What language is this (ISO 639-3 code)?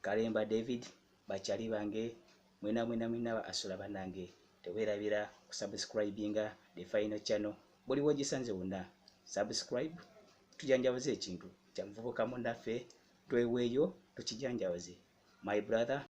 lug